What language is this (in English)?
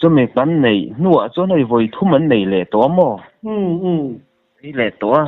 Mizo